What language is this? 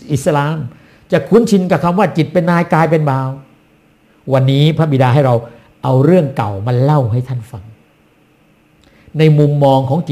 Thai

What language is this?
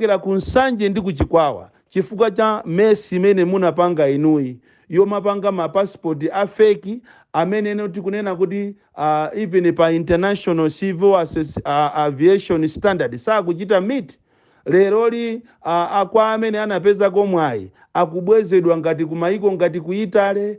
Nyanja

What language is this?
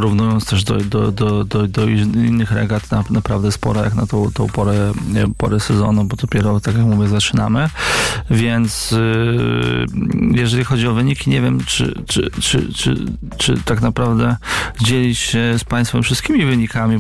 Polish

